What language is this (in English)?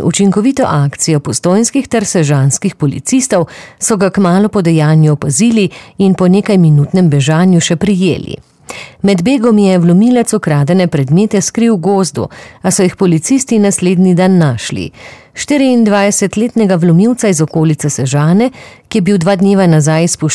Slovenian